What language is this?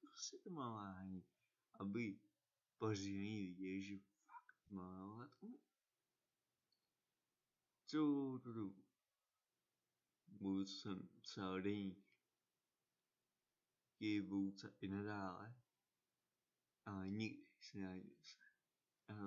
Czech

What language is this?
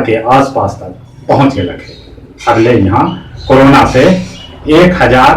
Magahi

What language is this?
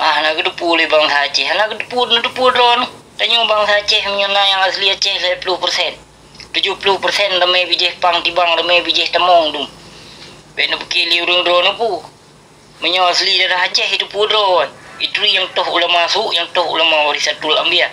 Achinese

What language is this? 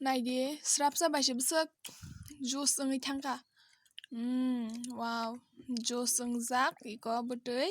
Kok Borok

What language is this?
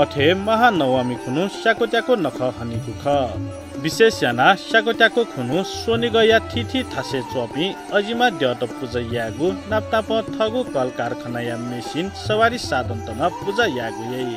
Newari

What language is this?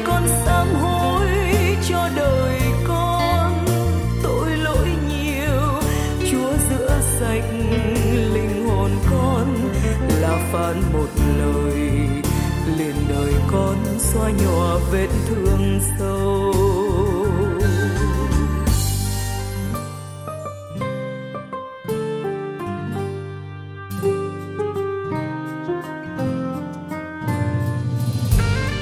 Vietnamese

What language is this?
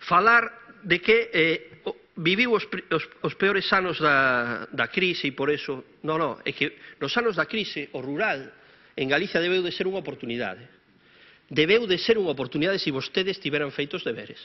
Galician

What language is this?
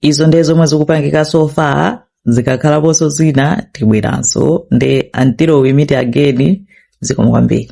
Nyanja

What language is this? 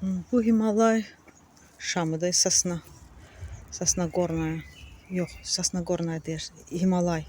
Azerbaijani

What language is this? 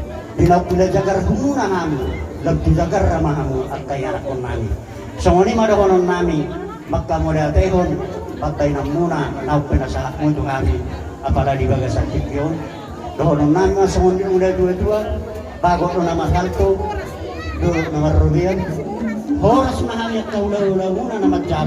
Batak Toba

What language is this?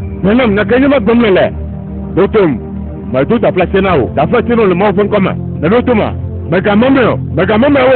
Ewe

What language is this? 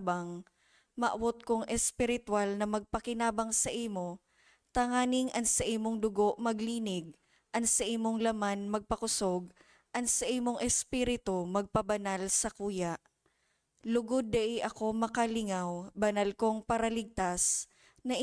Bikol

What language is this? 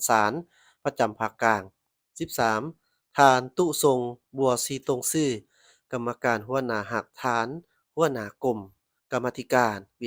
Lao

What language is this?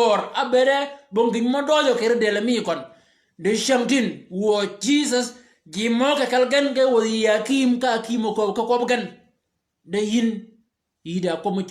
Shilluk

